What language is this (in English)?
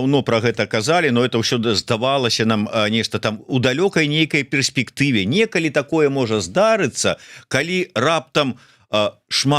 Belarusian